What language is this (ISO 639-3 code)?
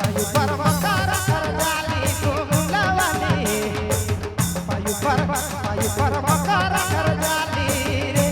sck